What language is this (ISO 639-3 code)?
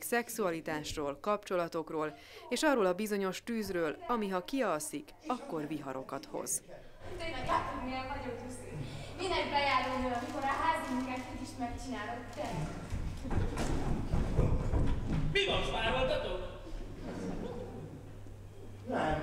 hun